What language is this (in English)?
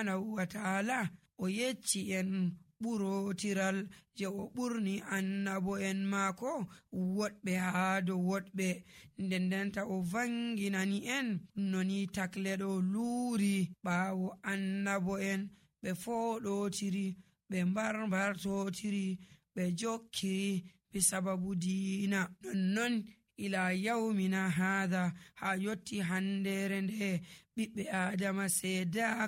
Nigerian Fulfulde